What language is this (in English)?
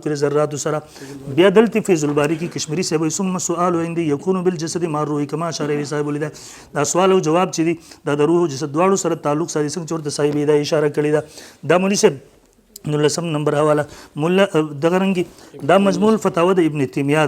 Pashto